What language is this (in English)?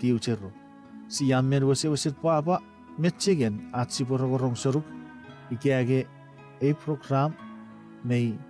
Chuukese